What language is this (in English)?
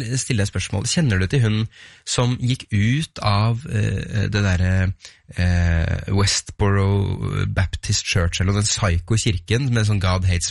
Norwegian